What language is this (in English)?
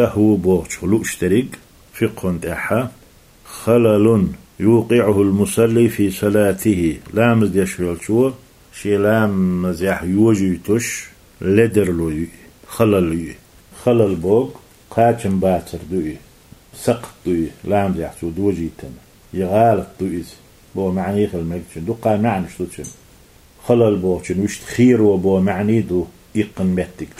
Chechen